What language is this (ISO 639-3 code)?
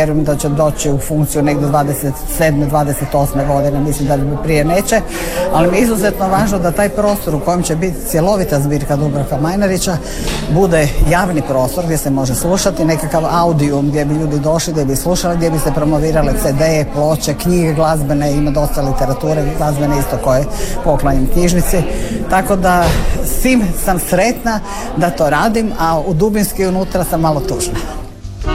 hrv